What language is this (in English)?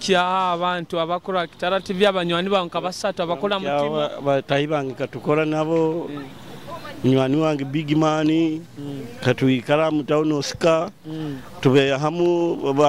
Nyoro